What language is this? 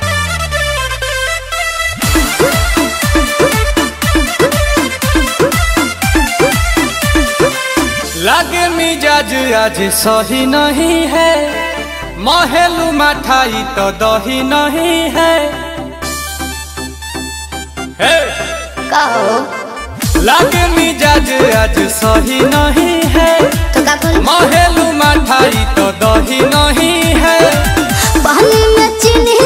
Bhojpuri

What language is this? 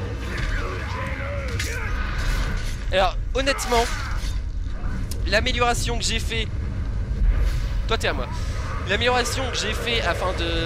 French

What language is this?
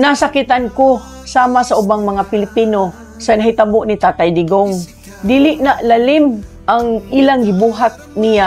Cebuano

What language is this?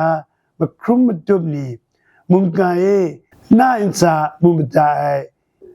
Kachin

